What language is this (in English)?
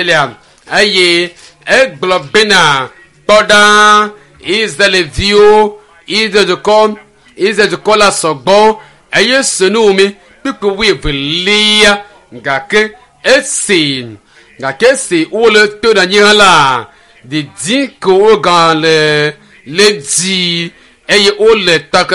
Ewe